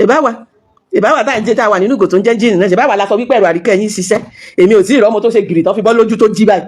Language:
Yoruba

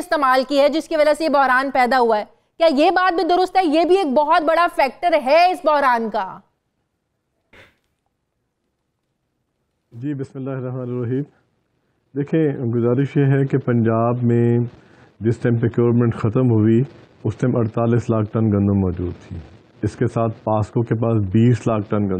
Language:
Urdu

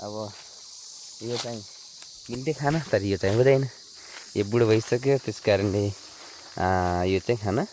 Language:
Nepali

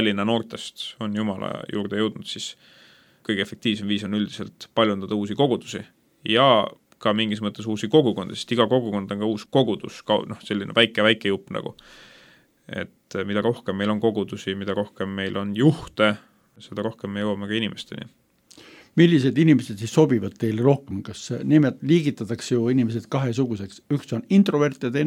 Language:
Estonian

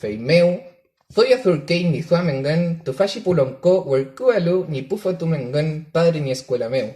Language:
Mapuche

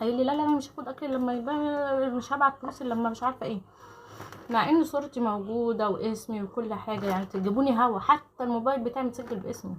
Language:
Egyptian Arabic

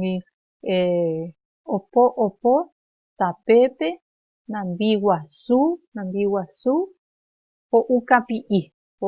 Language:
Guarani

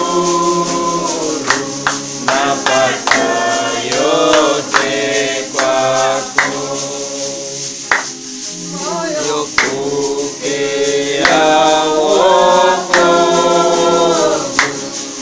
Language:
Swahili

